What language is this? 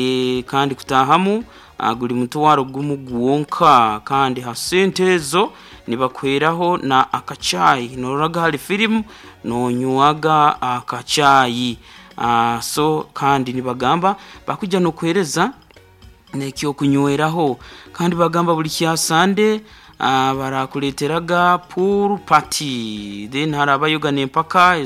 Nyoro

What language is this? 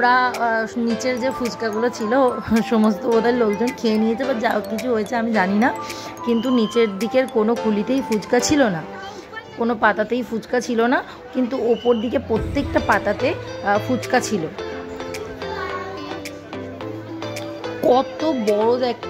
Bangla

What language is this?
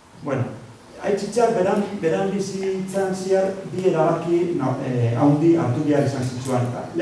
Basque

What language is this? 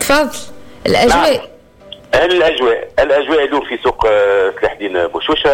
Tunisian Arabic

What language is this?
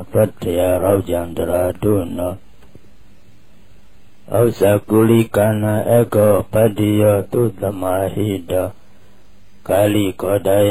Burmese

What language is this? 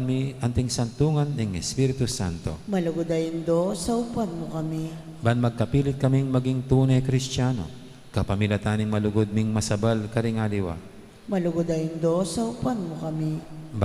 Pampanga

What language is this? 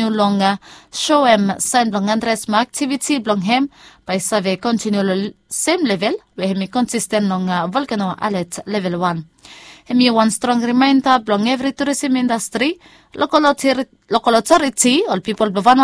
Bislama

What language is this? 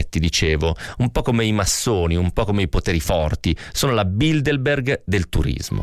Italian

